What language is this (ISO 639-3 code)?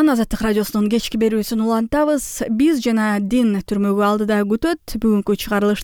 kir